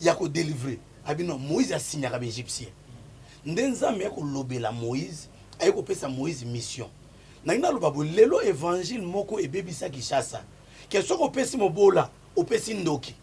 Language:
Lingala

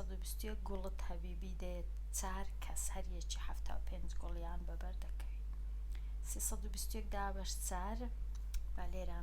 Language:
Central Kurdish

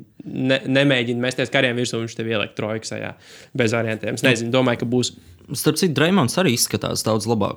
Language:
Latvian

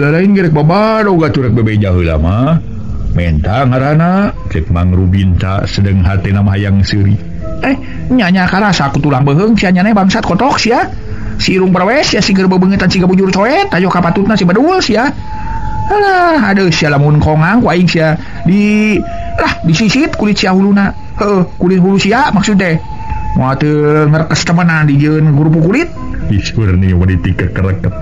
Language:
Sundanese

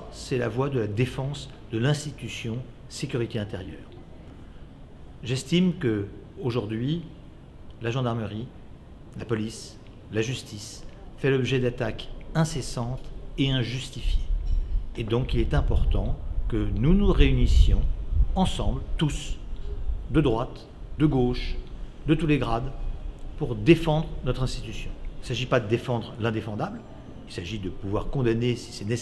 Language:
French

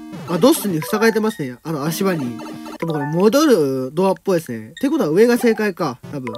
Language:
Japanese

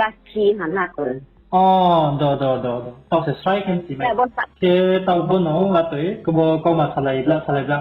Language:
Riang (India)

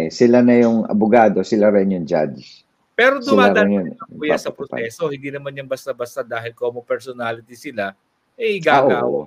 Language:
Filipino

